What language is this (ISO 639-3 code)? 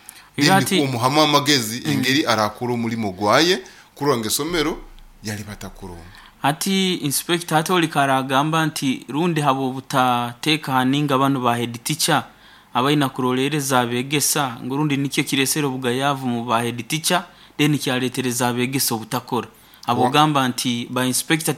nyo